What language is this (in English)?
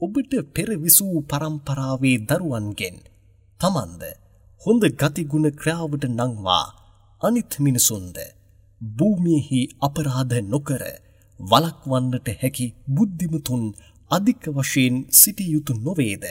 Sinhala